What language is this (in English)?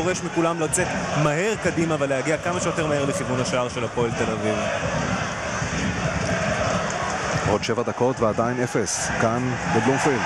Hebrew